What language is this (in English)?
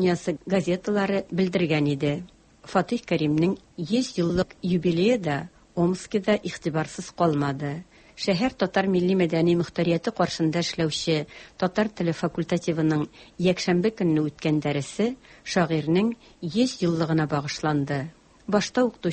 Tatar